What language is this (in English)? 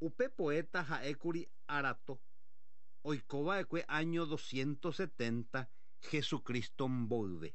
Guarani